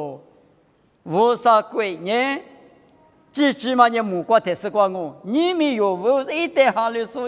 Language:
Lisu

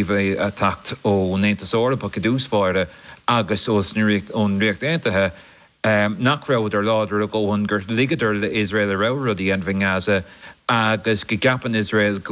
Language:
Irish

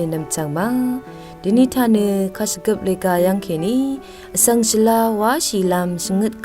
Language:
Rawang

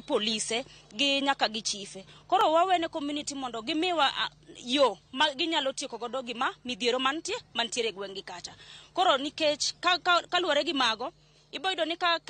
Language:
Luo (Kenya and Tanzania)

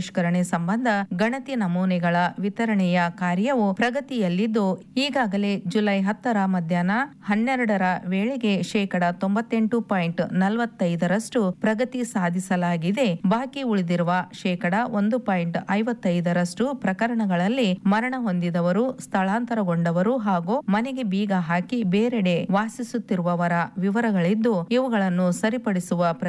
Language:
Kannada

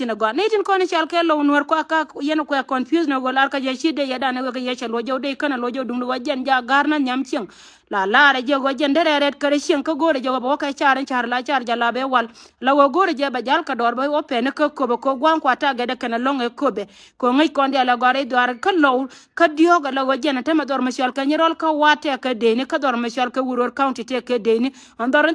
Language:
Nuer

